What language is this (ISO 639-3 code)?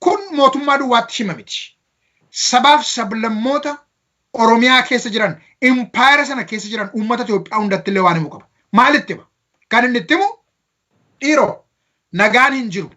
orm